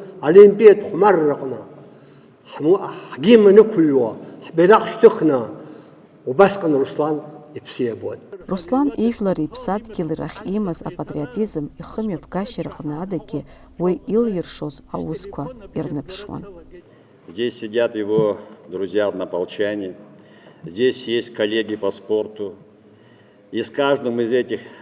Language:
Abkhazian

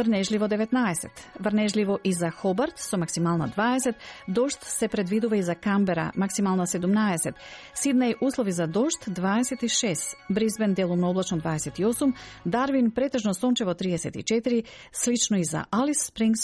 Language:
Macedonian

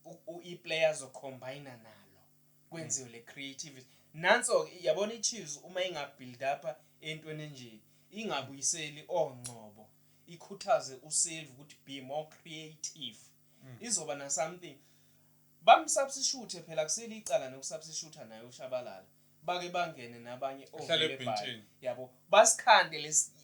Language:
Zulu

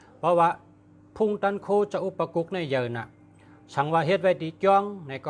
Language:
Shan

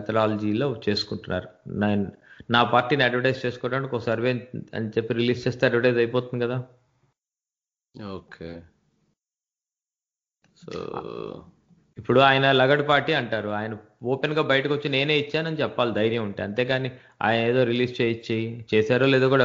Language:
Telugu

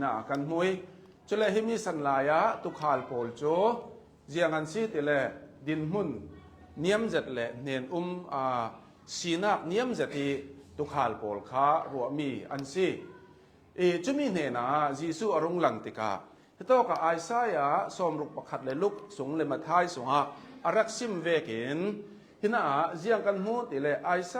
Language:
Hakha Chin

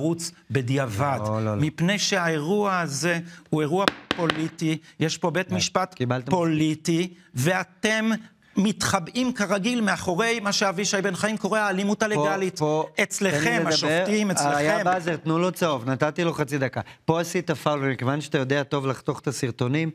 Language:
Hebrew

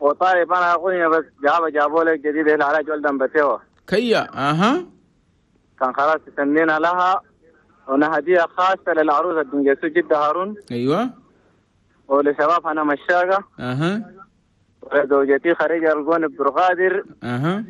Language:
Chadian Arabic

